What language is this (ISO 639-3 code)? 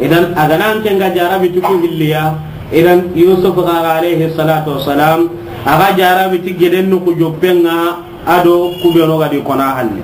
snk